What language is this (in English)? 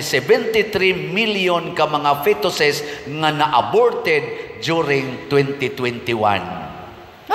Cebuano